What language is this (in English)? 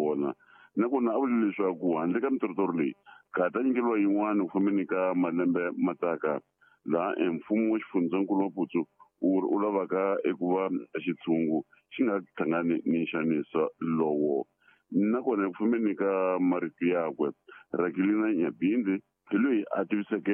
Tsonga